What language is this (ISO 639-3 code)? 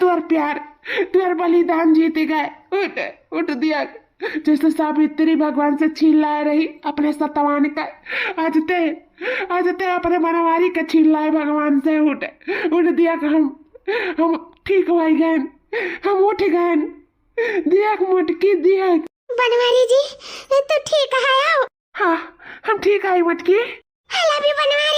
awa